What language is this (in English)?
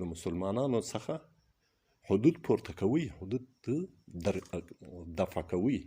Pashto